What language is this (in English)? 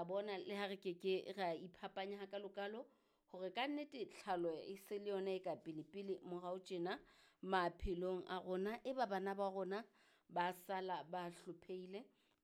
Southern Sotho